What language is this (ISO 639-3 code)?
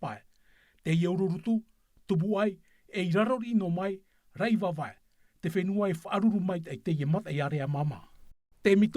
tah